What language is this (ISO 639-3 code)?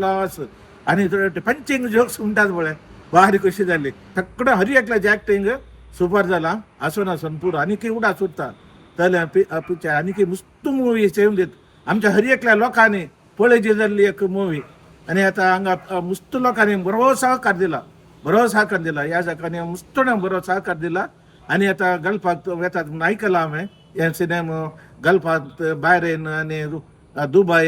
kok